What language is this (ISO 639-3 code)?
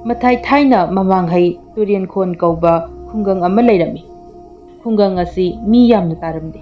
mni